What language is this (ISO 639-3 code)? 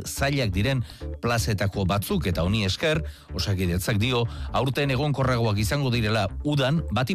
eus